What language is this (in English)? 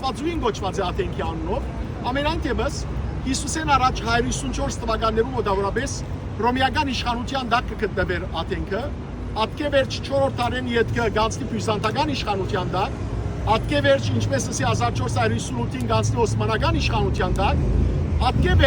Western Armenian